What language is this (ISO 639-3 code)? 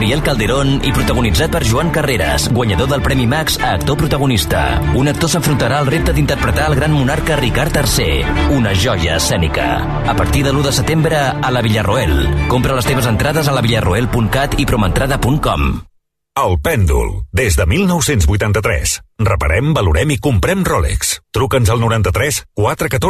cat